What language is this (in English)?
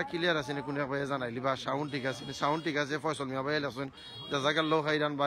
Sylheti